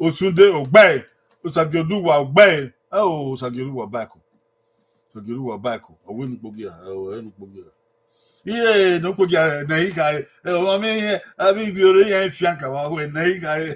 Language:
Bini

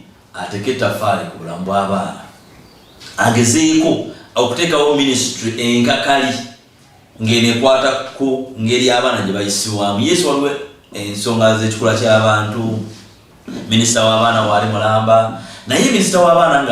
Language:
Ganda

